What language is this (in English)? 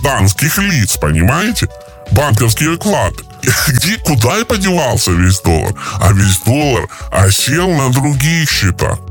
Russian